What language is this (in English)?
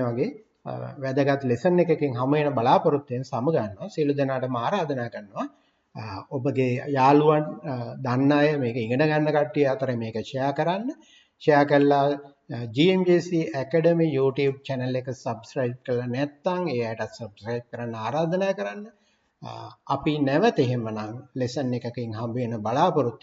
Sinhala